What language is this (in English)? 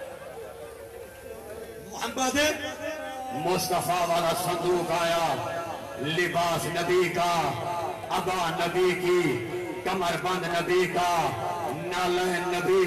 Urdu